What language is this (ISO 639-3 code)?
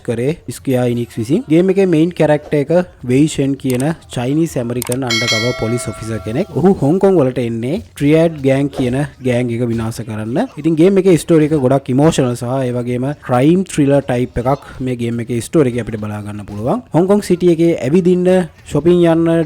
sin